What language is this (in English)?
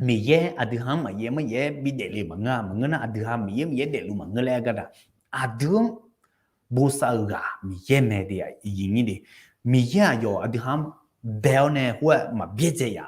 Akha